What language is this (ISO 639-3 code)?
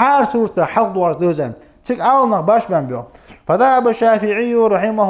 inh